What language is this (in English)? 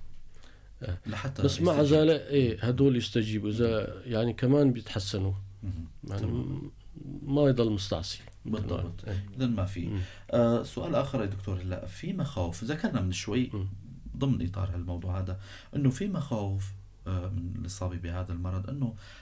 North Levantine Arabic